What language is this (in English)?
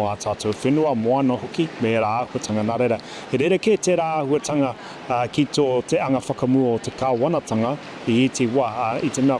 Māori